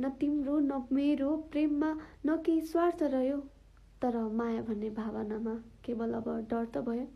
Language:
Nepali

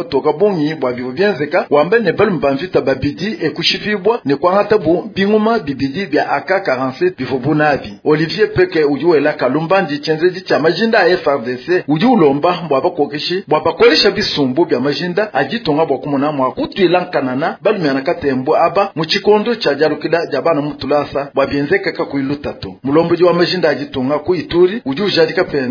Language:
Luba-Lulua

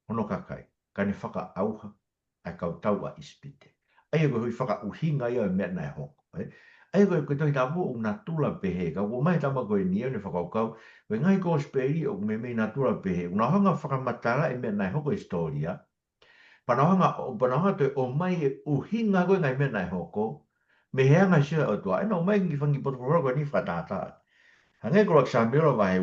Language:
Tongan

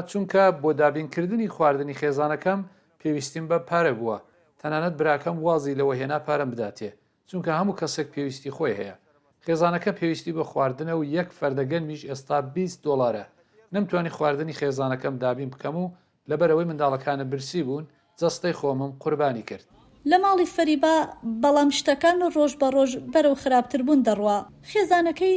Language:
Central Kurdish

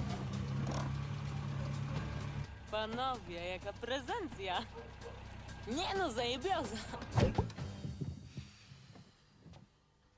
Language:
Polish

